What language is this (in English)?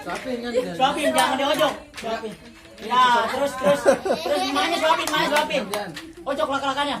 Betawi